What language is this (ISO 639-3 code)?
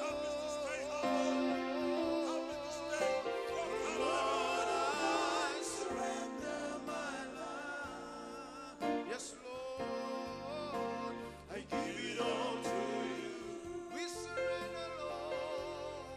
fij